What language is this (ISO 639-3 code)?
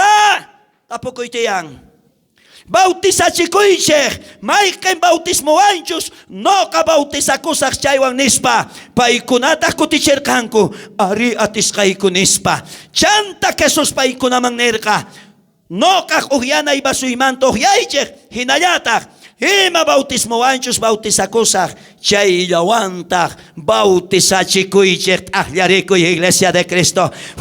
quh